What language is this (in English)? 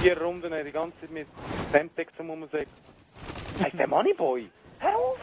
Swiss German